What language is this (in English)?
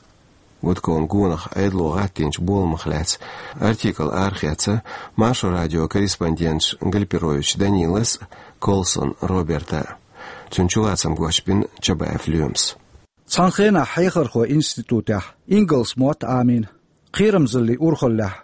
Chechen